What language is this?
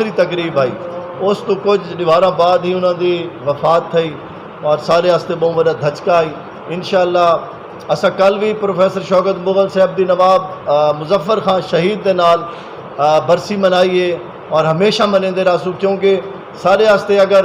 Saraiki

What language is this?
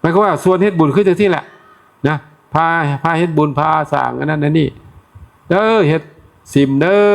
Northeastern Thai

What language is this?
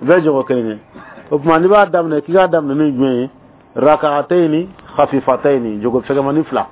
Bambara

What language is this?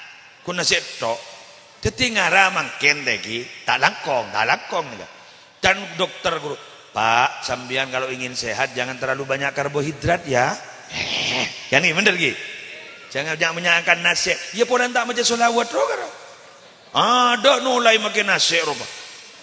Madurese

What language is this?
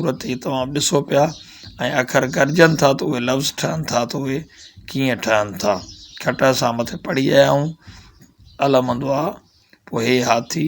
Sindhi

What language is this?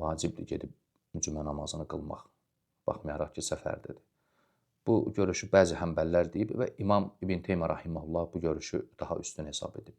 Azerbaijani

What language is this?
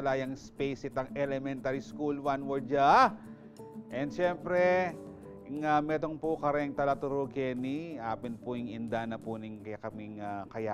Pampanga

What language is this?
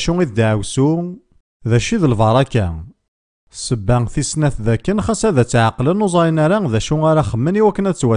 Kabyle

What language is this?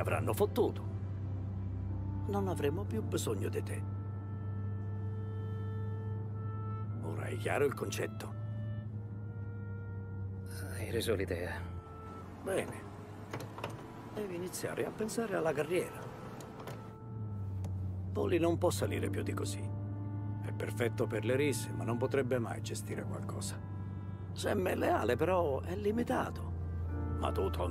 Italian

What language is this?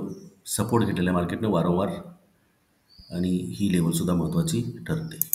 Marathi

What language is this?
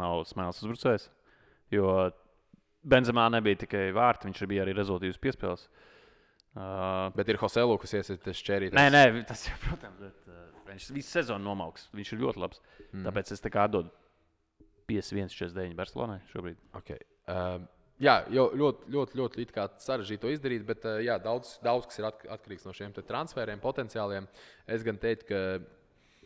Latvian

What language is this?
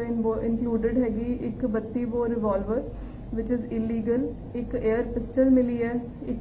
Punjabi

